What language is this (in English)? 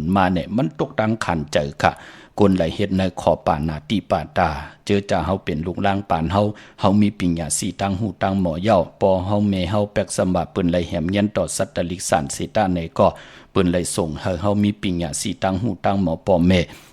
Shan